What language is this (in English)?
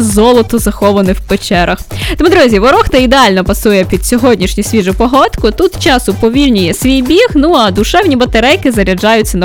Ukrainian